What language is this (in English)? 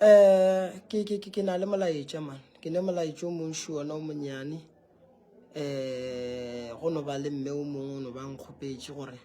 Northern Sotho